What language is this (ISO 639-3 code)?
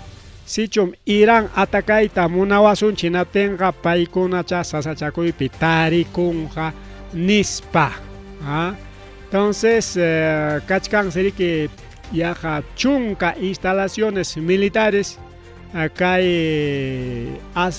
quy